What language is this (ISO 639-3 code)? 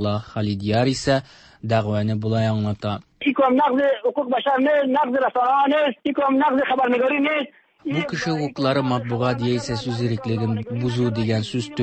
tat